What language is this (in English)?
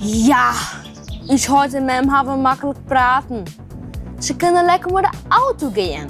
Western Frisian